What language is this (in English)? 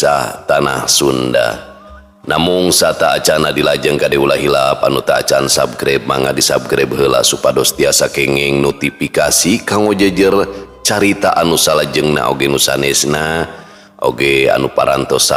Sundanese